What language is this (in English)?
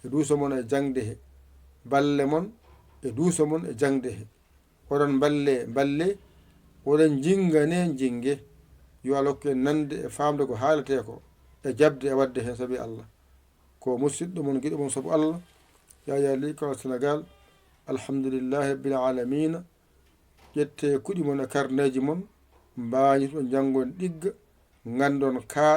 Fula